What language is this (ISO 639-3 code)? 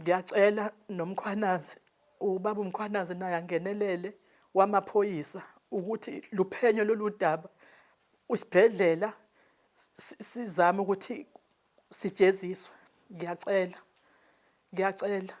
zul